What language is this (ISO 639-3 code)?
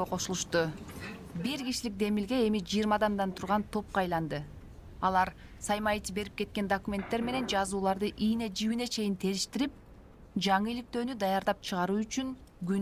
kir